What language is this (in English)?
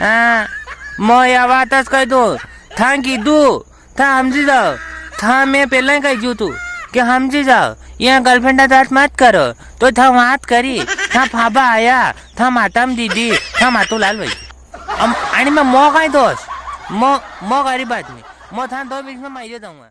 Rajasthani